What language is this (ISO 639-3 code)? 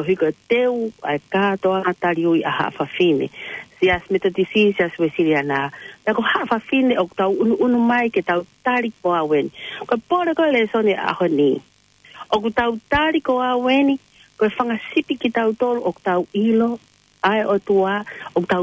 ton